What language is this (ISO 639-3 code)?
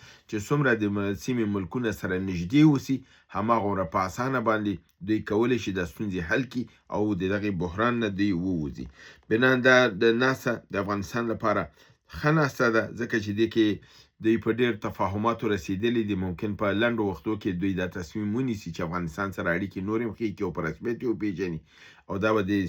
pus